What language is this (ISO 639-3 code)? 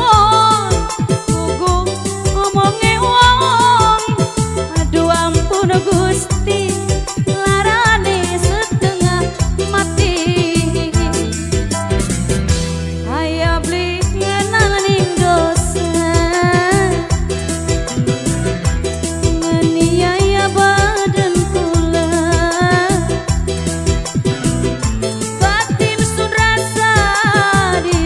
jav